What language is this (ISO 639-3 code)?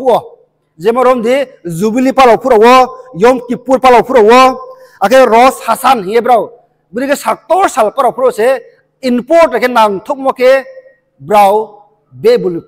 ria